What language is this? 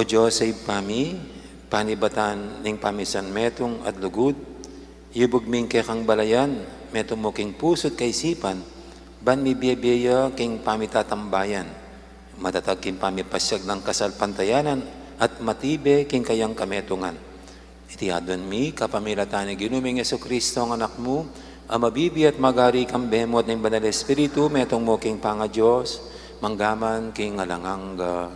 Pampanga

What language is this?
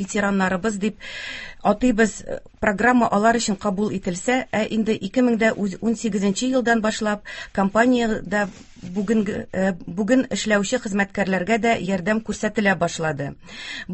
Tatar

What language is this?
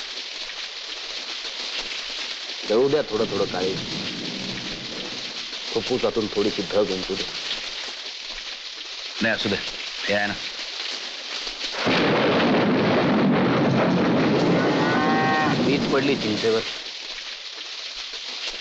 Marathi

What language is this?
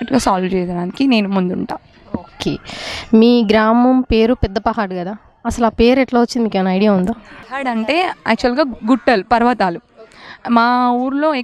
Telugu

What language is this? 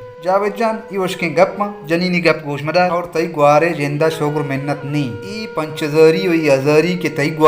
Baluchi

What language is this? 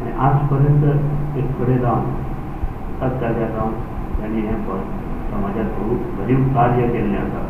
Konkani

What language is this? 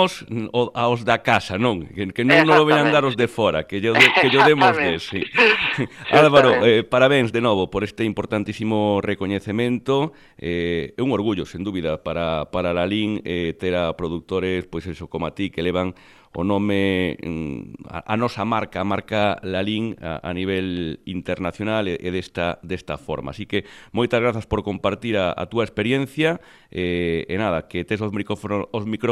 Galician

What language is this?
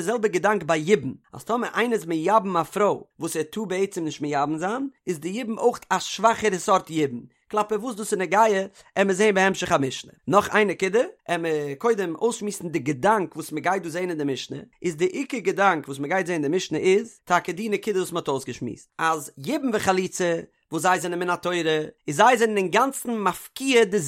Yiddish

